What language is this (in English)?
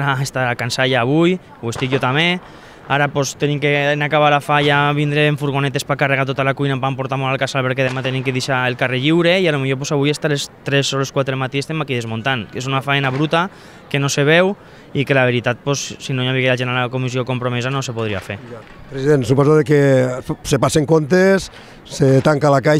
Catalan